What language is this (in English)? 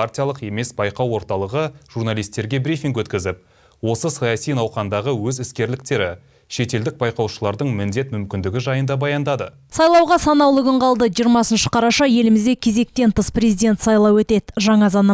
Kazakh